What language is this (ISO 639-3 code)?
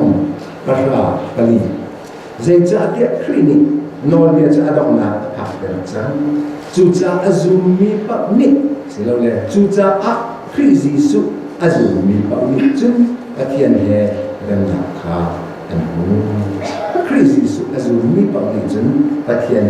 cnh